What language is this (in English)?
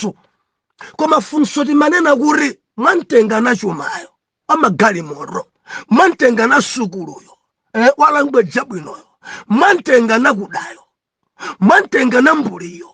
Nyanja